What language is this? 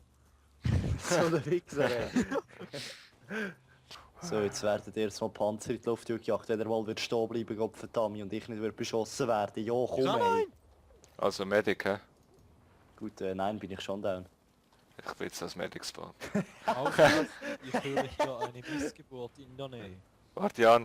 Swiss German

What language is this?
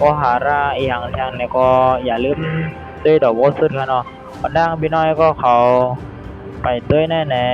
Shan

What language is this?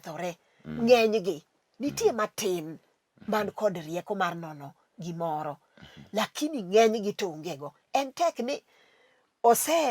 Luo (Kenya and Tanzania)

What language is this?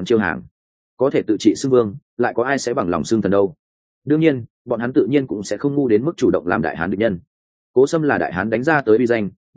Vietnamese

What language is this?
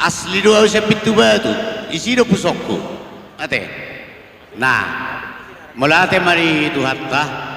Batak Toba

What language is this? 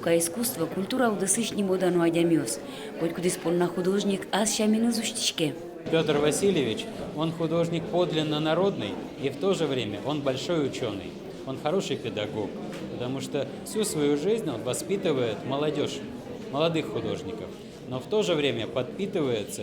Udmurt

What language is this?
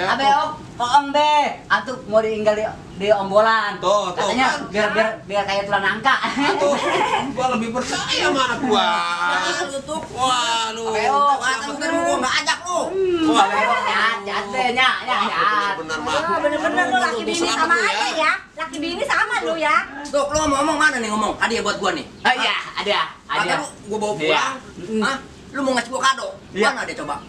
Betawi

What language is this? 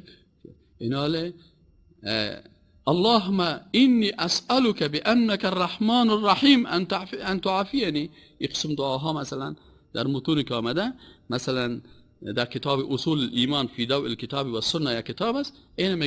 Persian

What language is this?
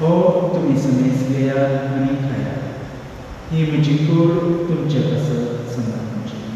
Konkani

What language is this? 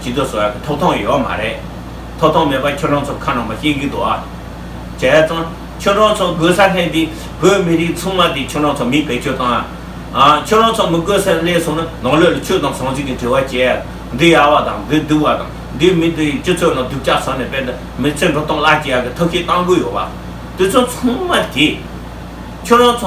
Tibetan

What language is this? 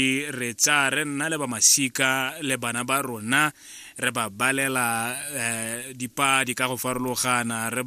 Tswana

